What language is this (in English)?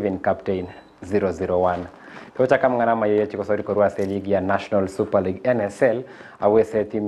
Gusii